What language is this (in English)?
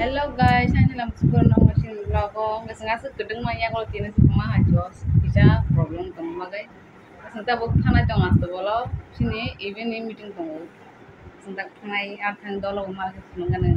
Kok Borok